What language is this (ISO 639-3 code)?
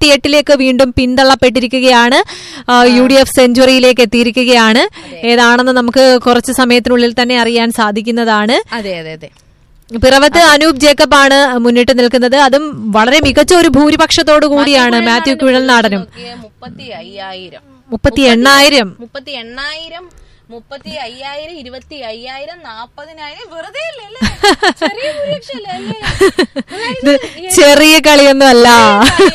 mal